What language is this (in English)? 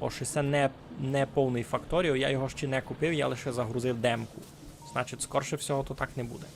Rusyn